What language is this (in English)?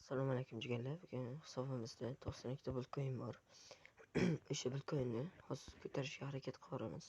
Uzbek